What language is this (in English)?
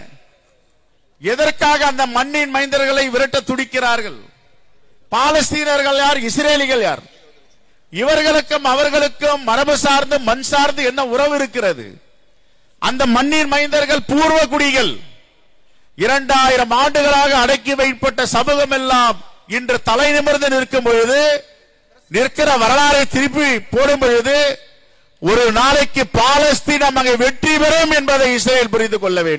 Tamil